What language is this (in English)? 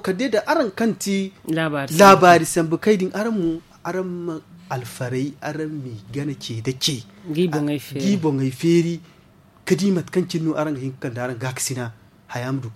Zarma